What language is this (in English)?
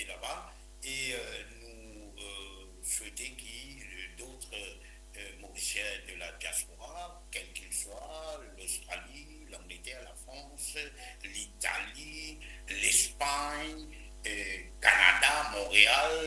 Morisyen